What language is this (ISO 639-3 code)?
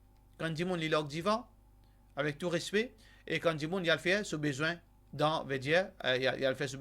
mfe